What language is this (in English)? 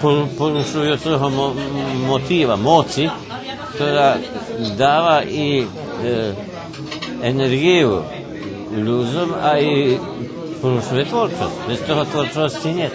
Rusyn